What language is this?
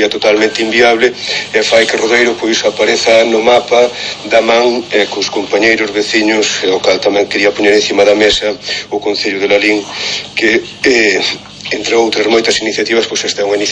Galician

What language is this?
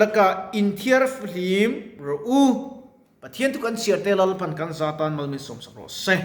Mizo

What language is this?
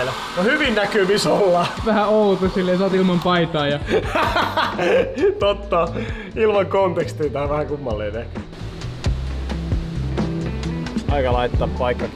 Finnish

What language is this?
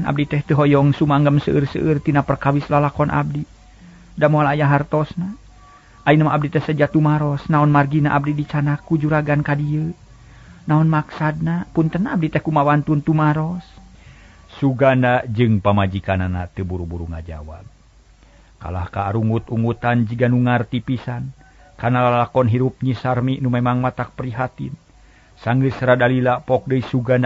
Sundanese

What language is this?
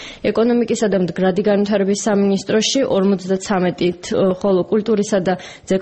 Georgian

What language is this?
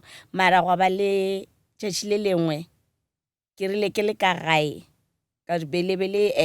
Northern Sotho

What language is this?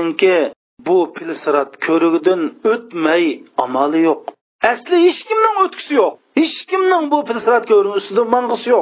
Uyghur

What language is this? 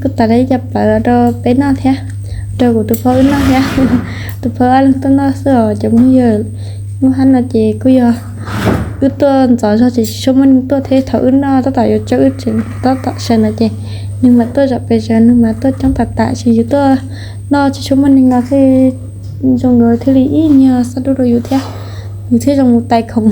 Hmong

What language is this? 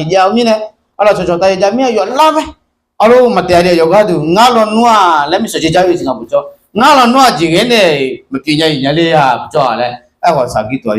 Akha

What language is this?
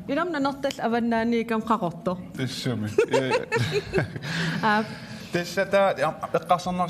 Kalaallisut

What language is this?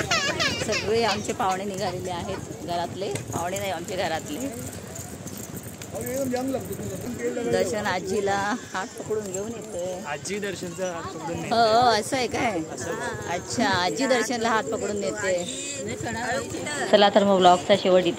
Marathi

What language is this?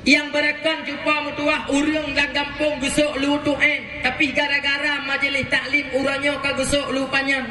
Achinese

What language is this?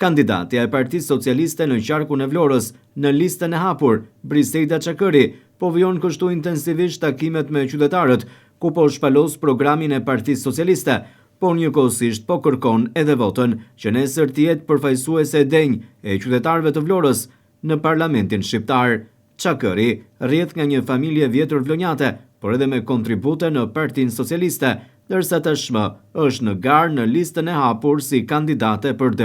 Albanian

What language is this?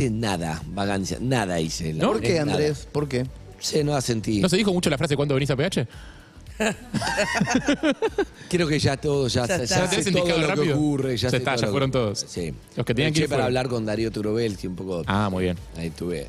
Spanish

